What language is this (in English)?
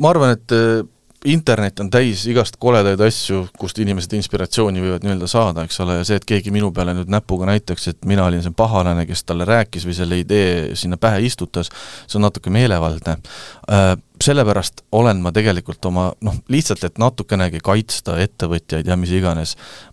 Estonian